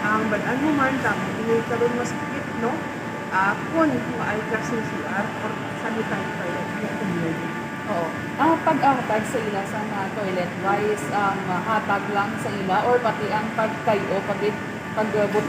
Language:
Hiligaynon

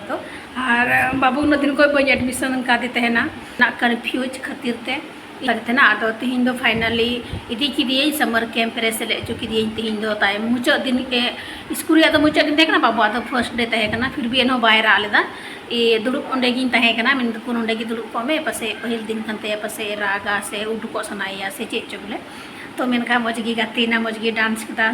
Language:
Santali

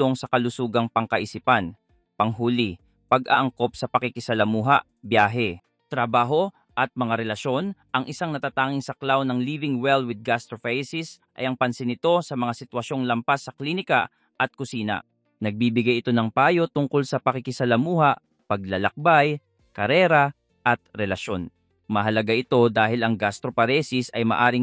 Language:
Filipino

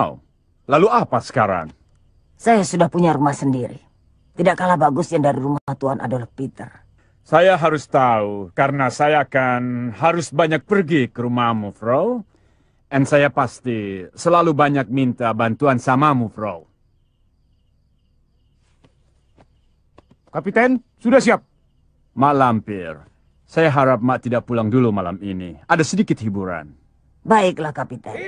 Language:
Indonesian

